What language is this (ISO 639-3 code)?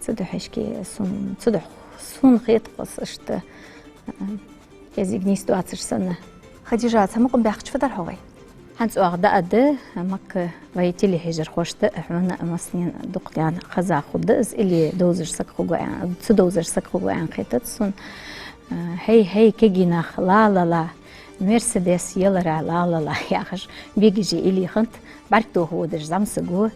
inh